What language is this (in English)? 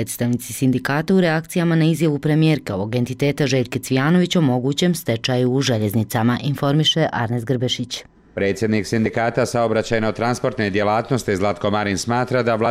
Bosnian